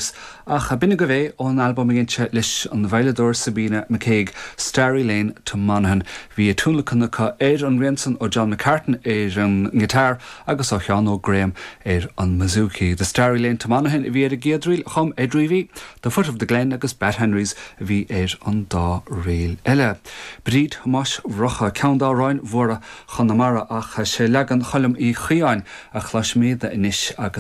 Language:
Irish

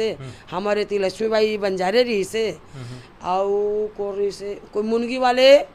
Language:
Chhattisgarhi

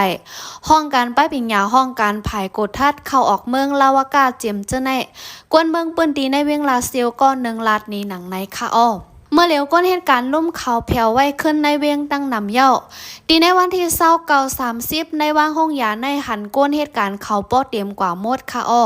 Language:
Shan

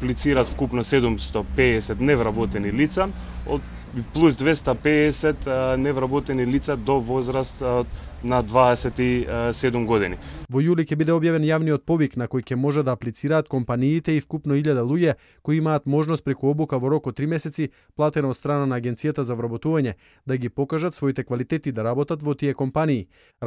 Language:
Macedonian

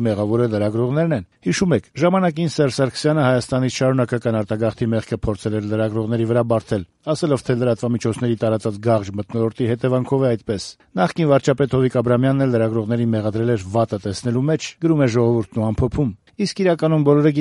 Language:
Armenian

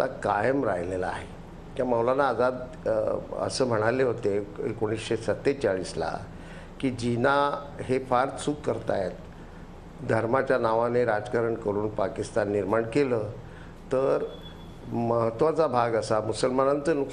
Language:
Marathi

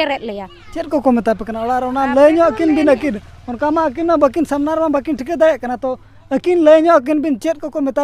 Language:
Santali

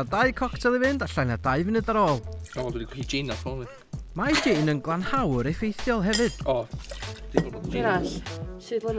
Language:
Welsh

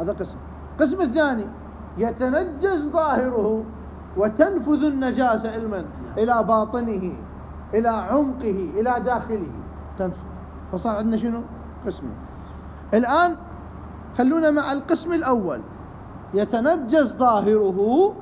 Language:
Mesopotamian Arabic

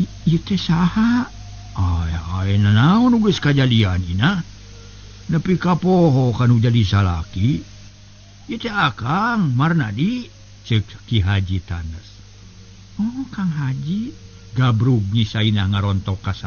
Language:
Sundanese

